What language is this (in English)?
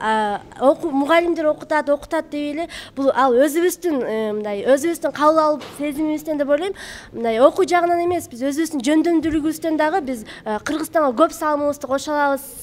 Kyrgyz